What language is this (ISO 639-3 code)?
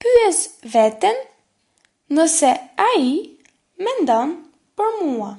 sqi